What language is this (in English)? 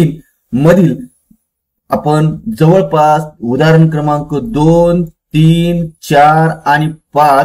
Marathi